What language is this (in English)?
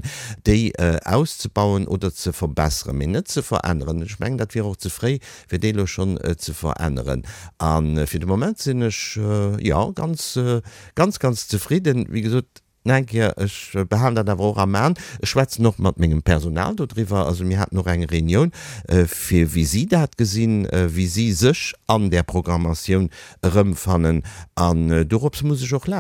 Luxembourgish